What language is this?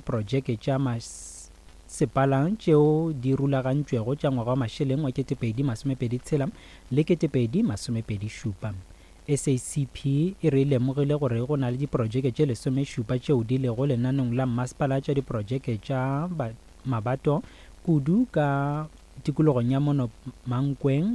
Northern Sotho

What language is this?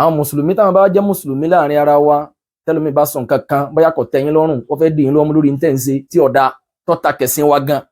Yoruba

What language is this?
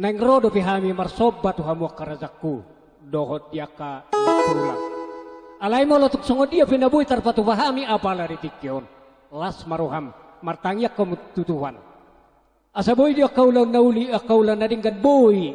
Batak Toba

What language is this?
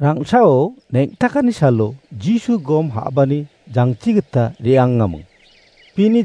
Garo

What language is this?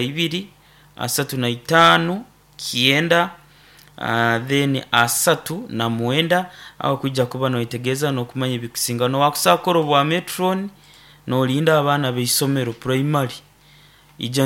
Nyoro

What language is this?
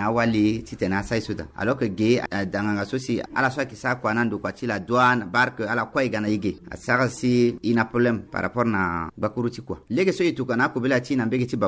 Sango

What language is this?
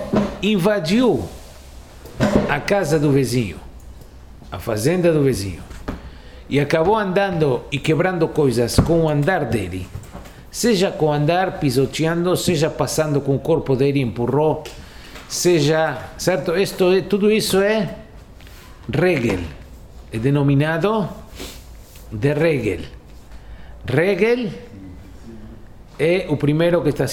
Portuguese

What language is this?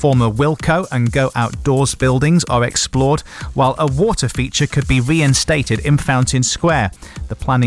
English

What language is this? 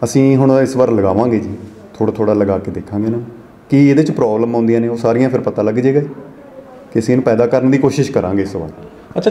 Punjabi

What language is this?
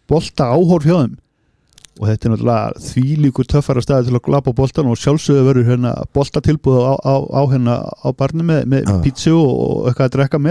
Icelandic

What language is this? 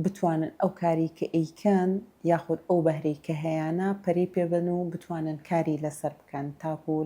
Central Kurdish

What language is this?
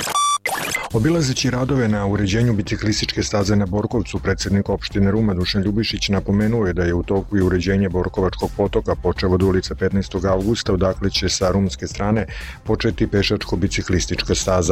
Serbian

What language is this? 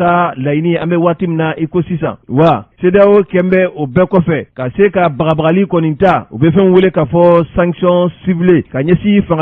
Bambara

